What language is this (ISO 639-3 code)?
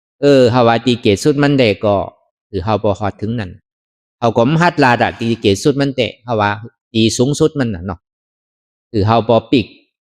shn